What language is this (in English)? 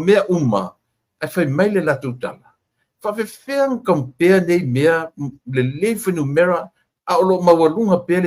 Samoan